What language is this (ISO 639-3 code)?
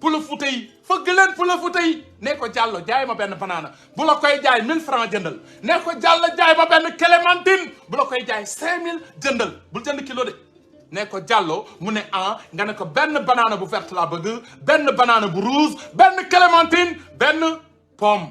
wol